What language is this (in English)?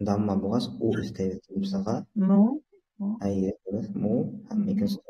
Bashkir